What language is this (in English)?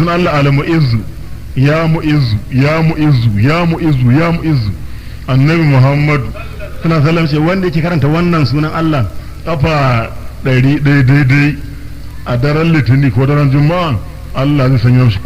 Hausa